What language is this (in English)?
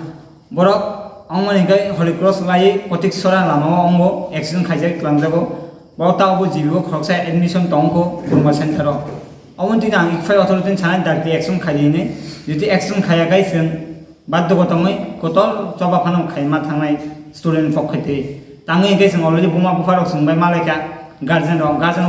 Kok Borok